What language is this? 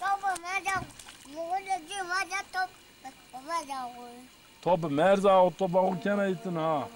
Zaza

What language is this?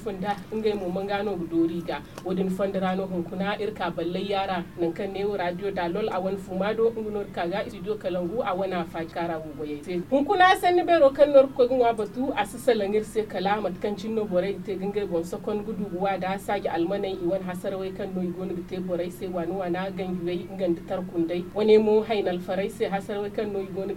Zarma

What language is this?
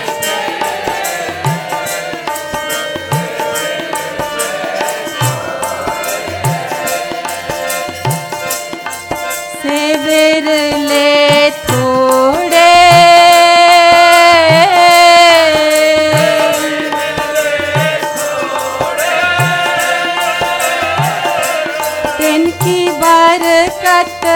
Hindi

